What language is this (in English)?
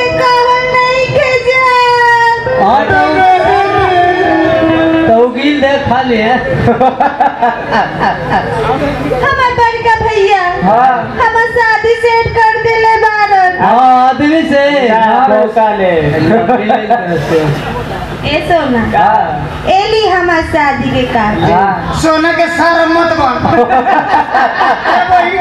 Bhojpuri